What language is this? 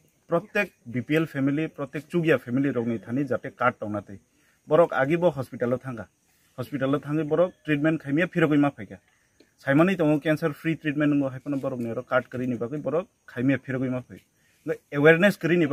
Riang (India)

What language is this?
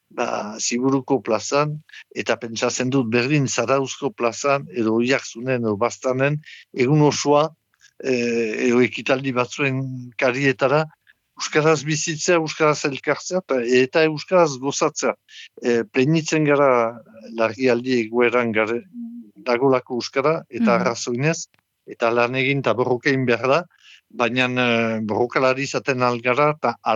Basque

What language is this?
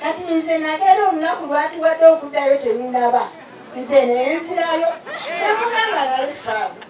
Ganda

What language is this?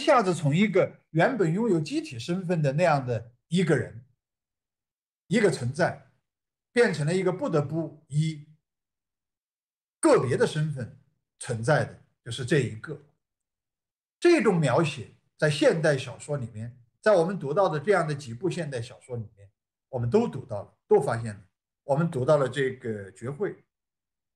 Chinese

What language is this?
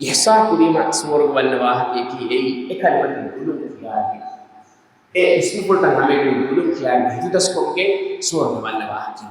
Divehi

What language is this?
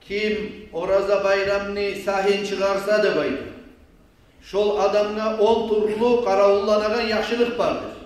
Kumyk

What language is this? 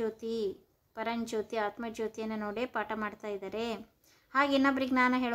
Kannada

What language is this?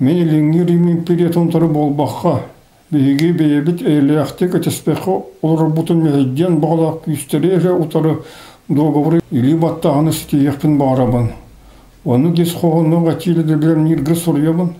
Yakut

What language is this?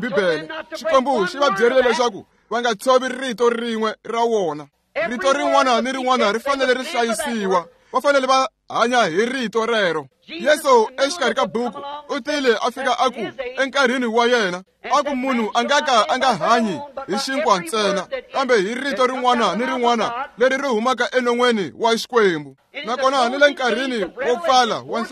Tsonga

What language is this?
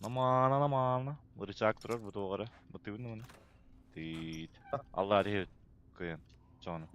Yakut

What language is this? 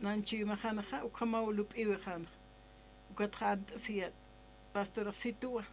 Aymara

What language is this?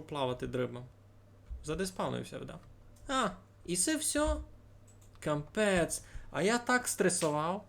Rusyn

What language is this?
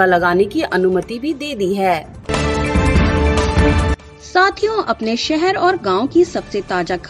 Hindi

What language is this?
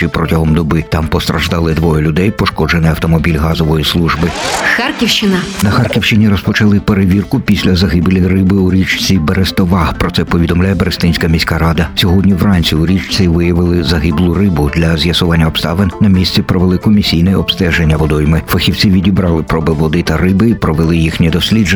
Ukrainian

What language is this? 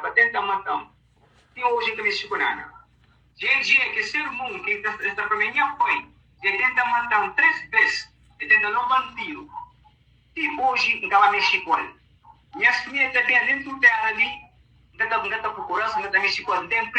Kabuverdianu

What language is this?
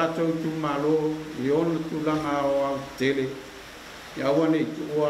Samoan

